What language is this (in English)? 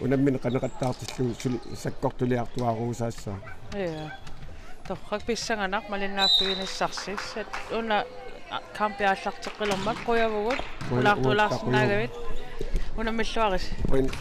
Kalaallisut